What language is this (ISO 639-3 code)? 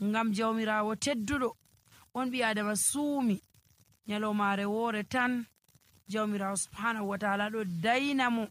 fuv